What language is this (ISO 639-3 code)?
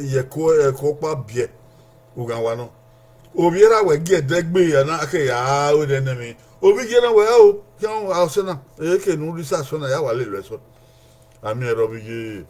bin